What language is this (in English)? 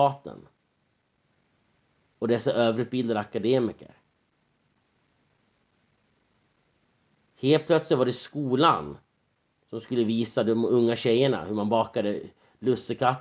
Swedish